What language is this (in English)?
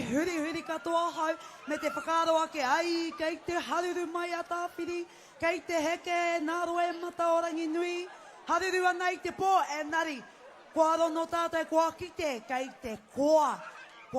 Māori